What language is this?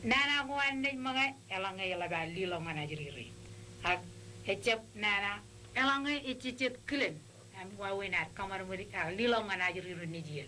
Marshallese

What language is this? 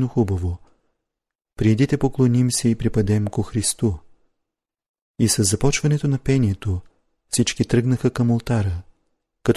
Bulgarian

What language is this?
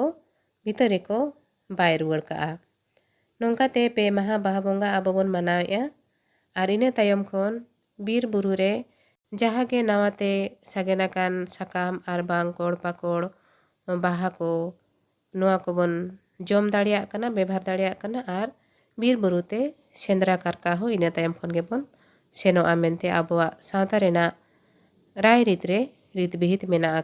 Santali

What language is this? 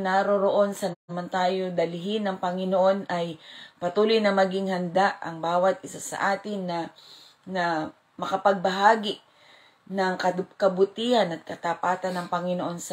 Filipino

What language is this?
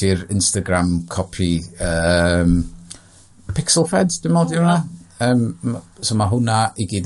Welsh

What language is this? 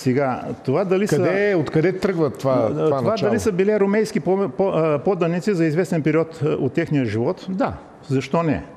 Bulgarian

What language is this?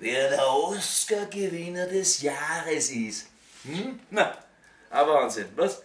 Bavarian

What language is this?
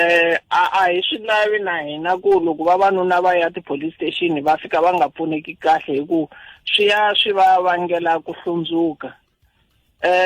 Tsonga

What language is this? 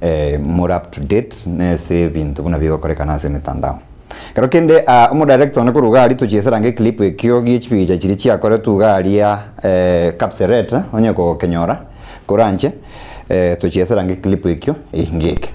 Gusii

